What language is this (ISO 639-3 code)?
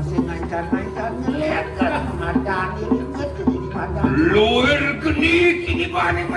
ban